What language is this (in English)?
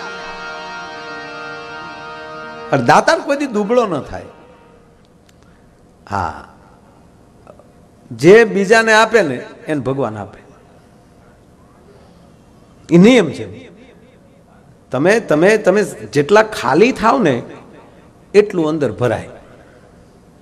Gujarati